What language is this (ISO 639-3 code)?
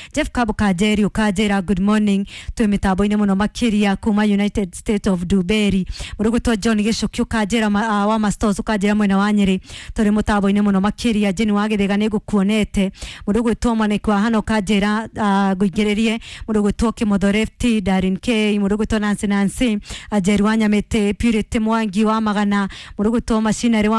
kik